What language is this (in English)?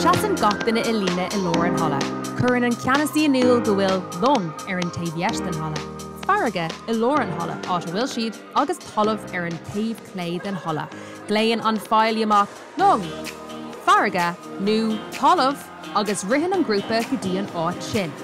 Irish